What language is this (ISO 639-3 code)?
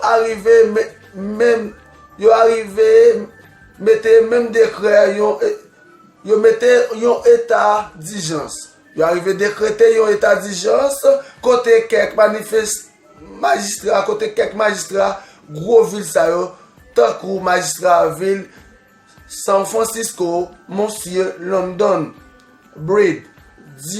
hat